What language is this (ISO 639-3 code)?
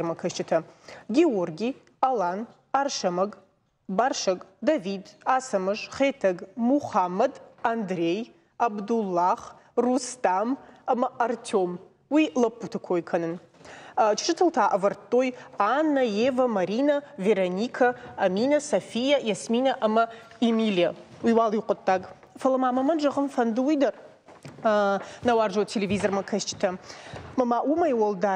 oss